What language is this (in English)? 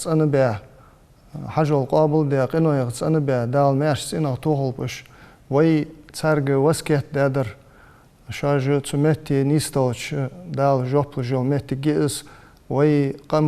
Ingush